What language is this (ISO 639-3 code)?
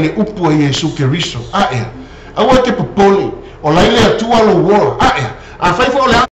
smo